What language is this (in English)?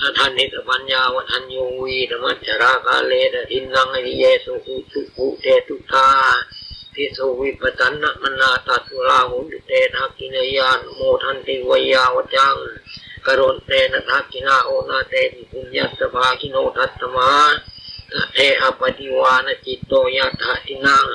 Pali